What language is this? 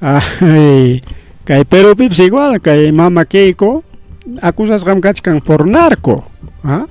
Ayacucho Quechua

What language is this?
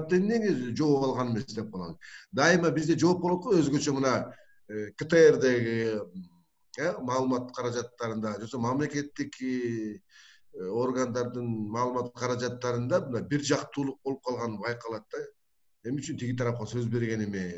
Kyrgyz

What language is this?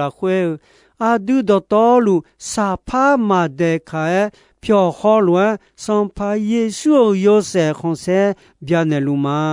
Akha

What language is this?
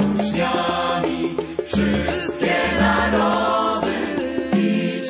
Polish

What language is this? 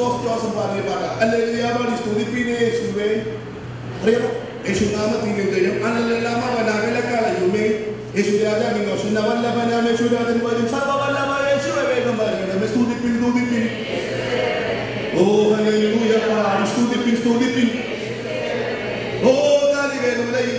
Malayalam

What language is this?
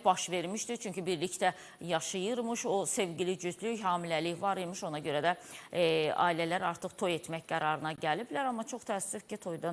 Azerbaijani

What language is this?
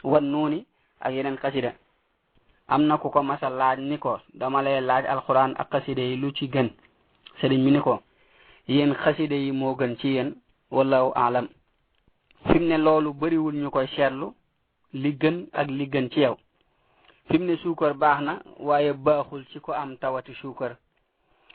Wolof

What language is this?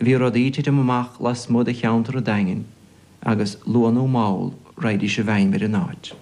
Irish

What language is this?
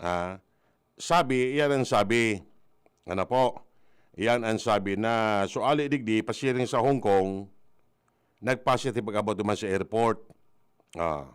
Bikol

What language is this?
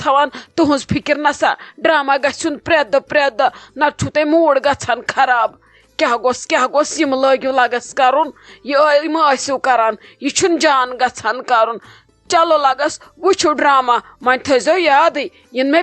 Kashmiri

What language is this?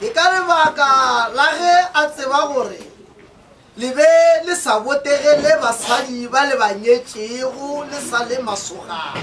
Northern Sotho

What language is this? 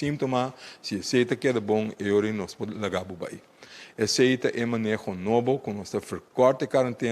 Papiamento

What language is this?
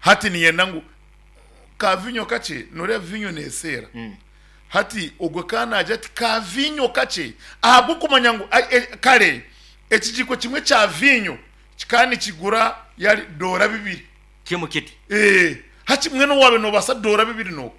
Nyankole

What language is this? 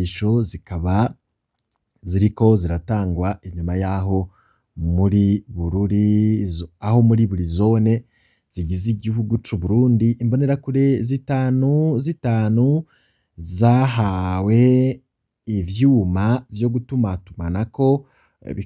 Rundi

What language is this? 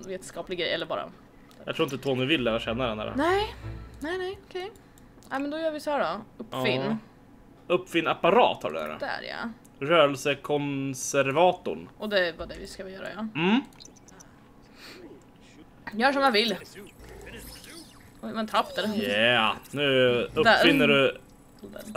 Swedish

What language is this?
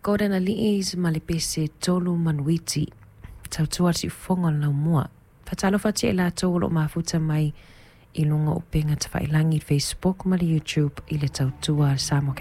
Samoan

